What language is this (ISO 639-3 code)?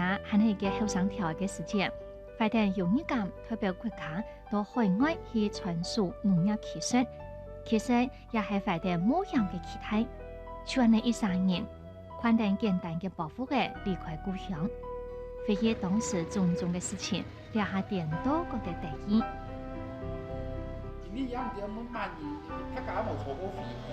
hak